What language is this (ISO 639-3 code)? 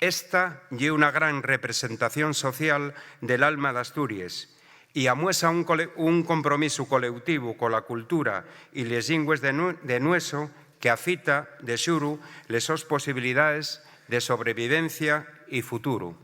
ast